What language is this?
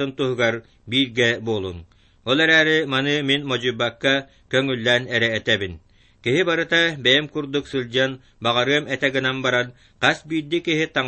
Yakut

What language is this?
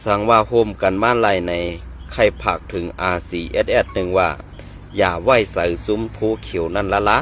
Shan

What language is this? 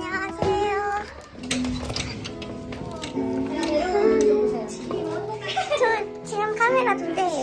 Korean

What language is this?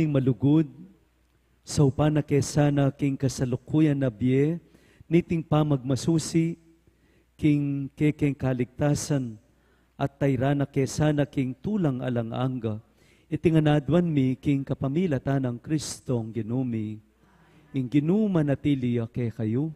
Pampanga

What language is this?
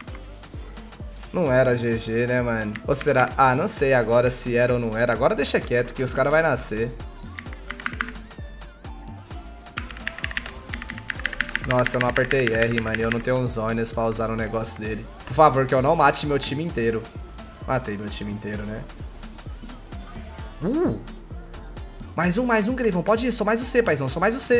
Portuguese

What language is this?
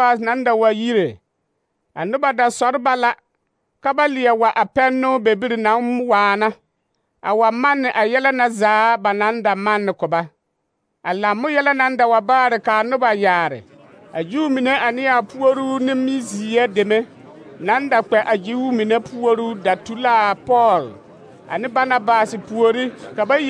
Southern Dagaare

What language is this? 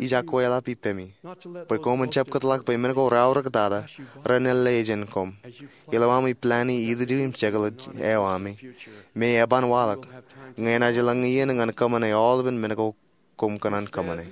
Marshallese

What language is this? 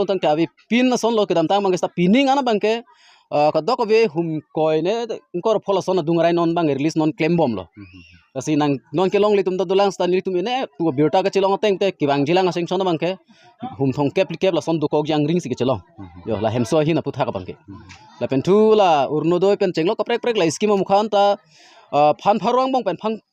Karbi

